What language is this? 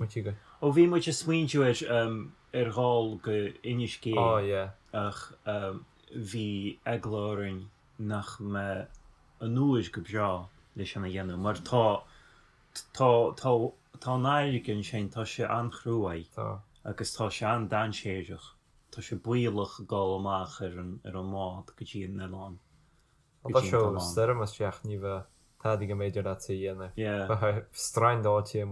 Irish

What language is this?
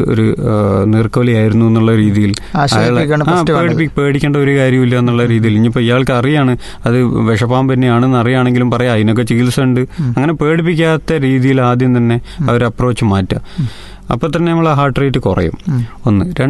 Malayalam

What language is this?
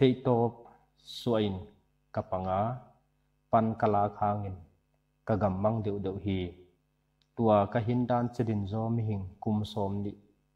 Paite Chin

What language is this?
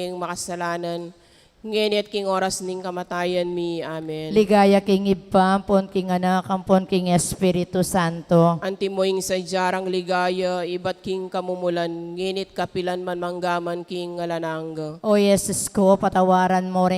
Pampanga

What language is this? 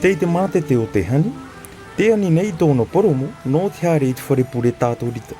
Tahitian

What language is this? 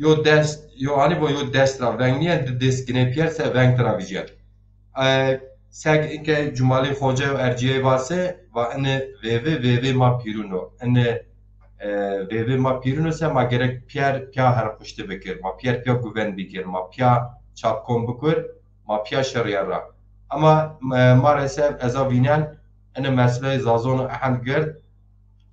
Zaza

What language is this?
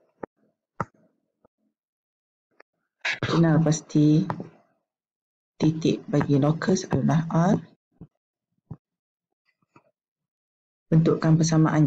Malay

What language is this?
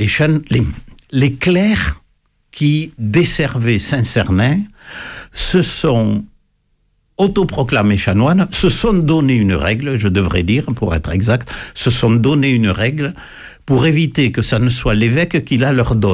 French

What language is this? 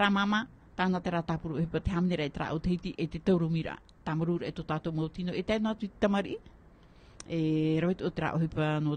Tahitian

